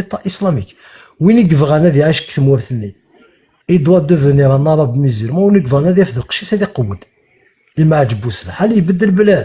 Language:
Kabyle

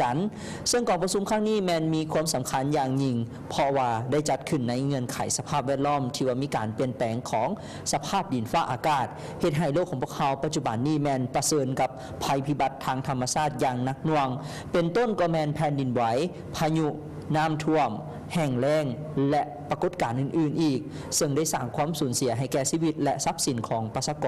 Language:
Lao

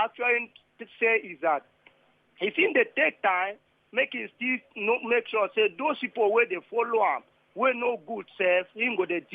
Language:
Nigerian Pidgin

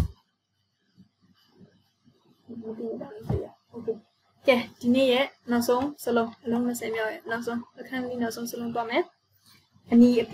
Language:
Burmese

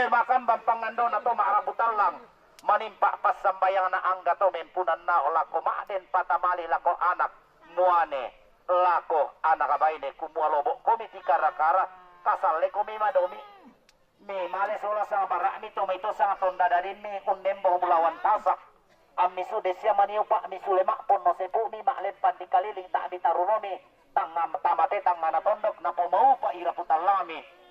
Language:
Toraja-Sa'dan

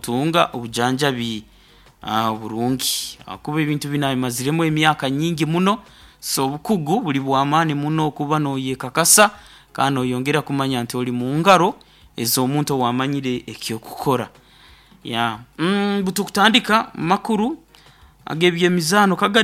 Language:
Nyoro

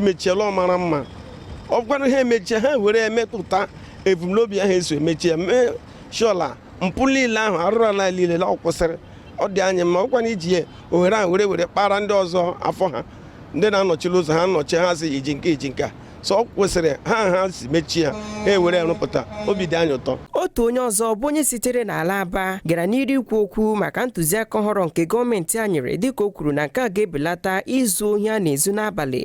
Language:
Igbo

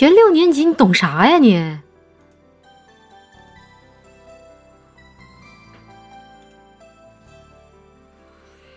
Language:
Chinese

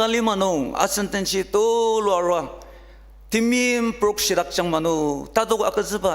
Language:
Ao Naga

